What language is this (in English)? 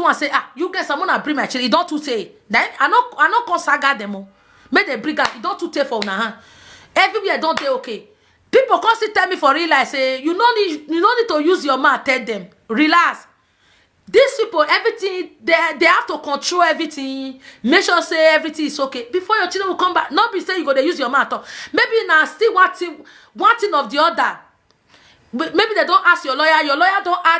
Nigerian Pidgin